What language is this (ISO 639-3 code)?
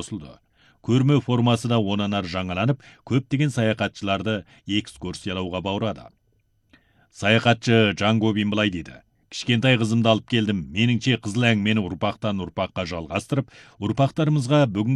kaz